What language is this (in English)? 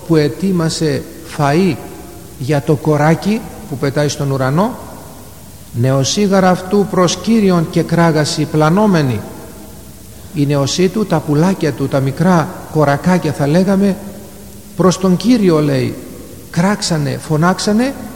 Greek